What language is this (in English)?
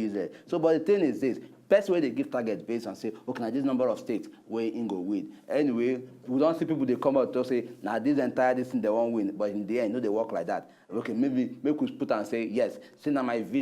Nigerian Pidgin